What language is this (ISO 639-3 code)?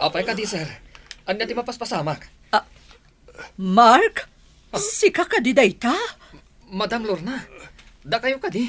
ilo